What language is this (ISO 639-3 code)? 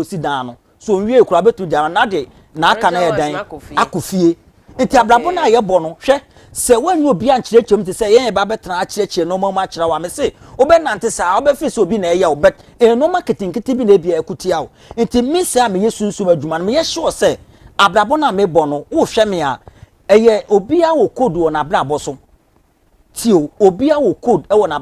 aka